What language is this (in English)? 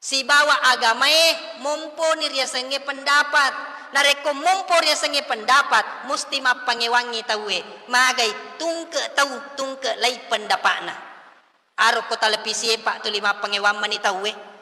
Buginese